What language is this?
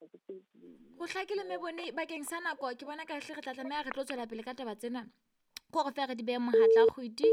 Southern Sotho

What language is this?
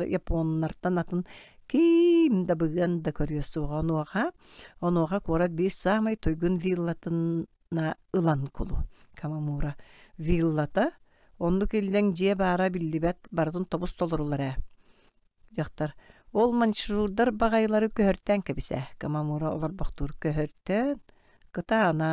Yakut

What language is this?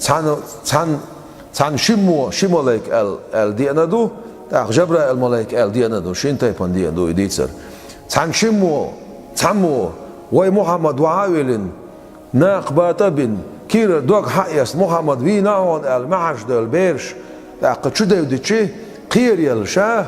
Chechen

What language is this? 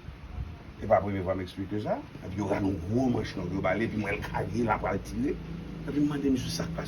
Haitian Creole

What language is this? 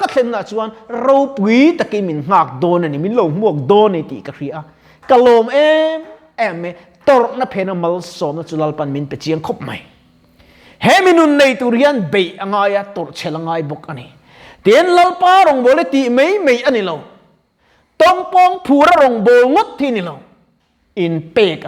Mizo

